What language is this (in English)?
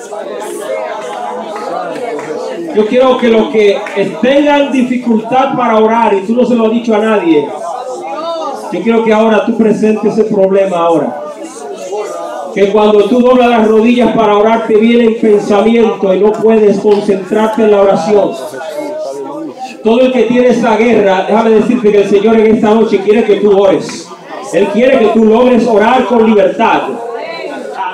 Spanish